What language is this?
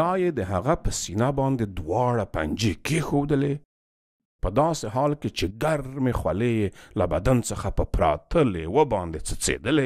Pashto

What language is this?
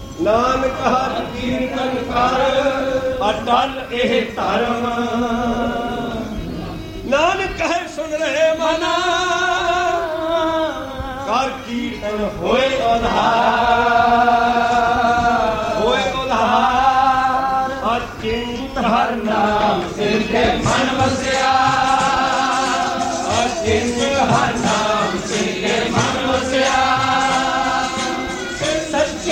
Punjabi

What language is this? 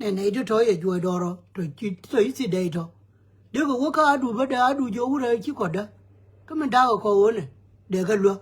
Nuer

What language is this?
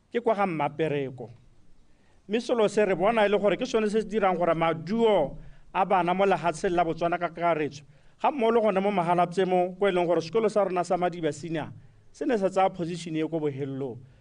Tswana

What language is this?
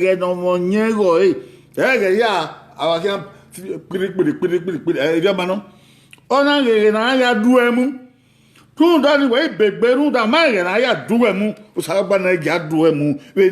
Bini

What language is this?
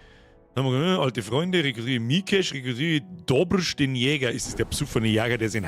Bavarian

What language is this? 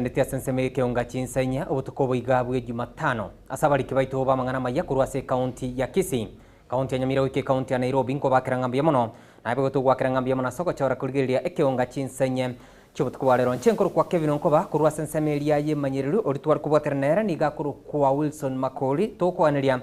Gusii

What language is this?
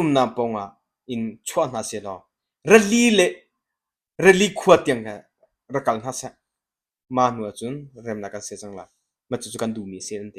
Hakha Chin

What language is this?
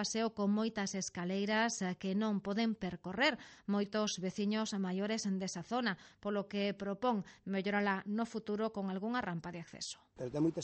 Galician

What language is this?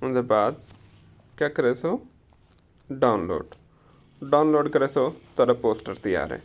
Saraiki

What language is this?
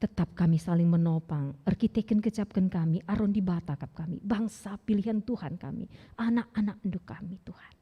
Batak Karo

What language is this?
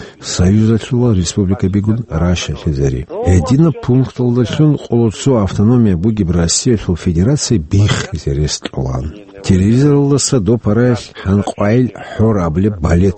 Avaric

